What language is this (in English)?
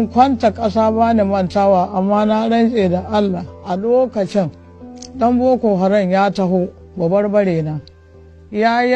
Hausa